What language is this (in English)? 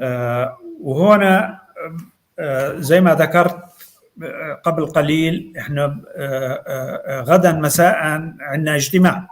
North Levantine Arabic